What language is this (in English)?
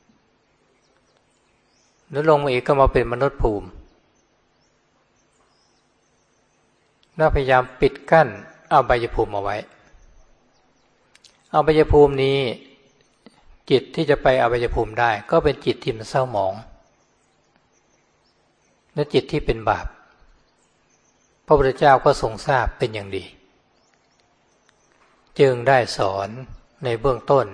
Thai